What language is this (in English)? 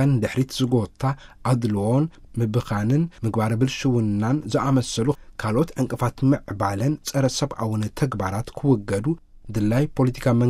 Tigrinya